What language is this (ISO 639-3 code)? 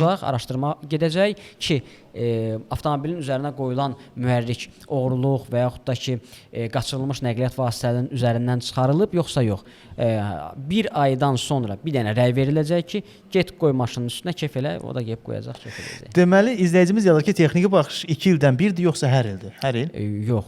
aze